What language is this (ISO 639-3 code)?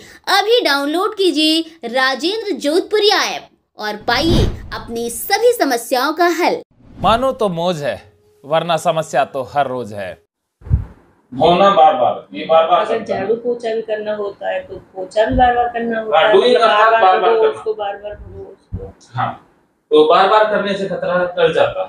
hin